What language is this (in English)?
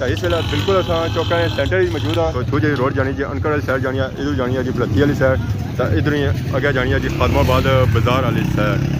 Pahari-Potwari